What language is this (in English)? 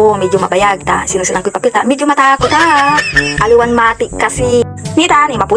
Pangasinan